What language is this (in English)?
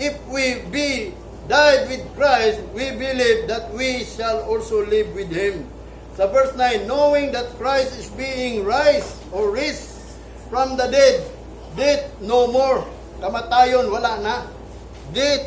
Cebuano